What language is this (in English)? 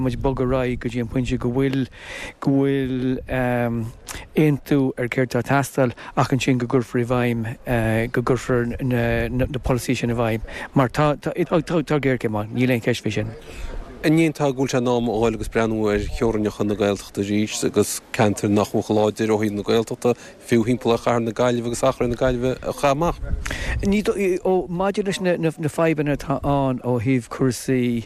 Irish